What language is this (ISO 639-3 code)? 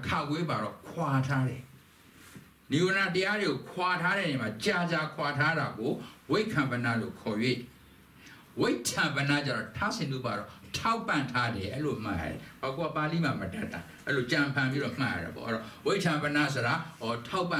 mya